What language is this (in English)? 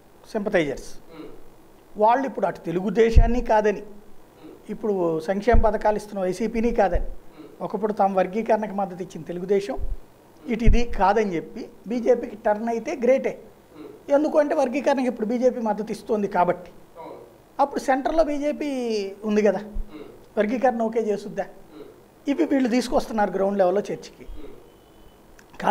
Telugu